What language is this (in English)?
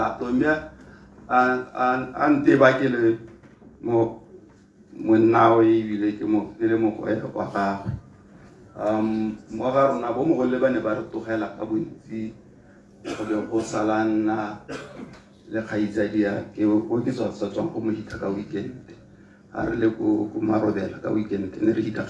Tswana